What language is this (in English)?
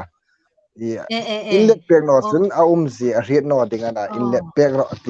Hmar